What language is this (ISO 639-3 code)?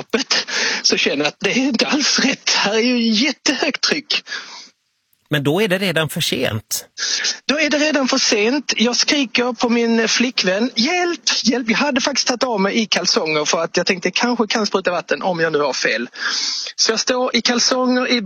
swe